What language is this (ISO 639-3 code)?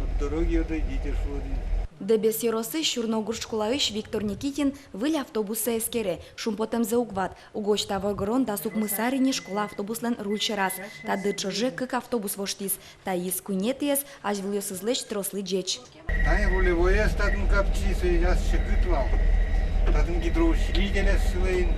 udm